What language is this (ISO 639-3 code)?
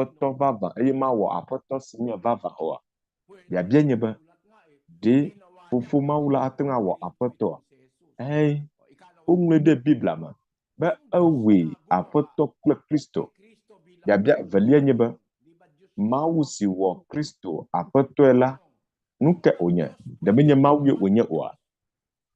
ewe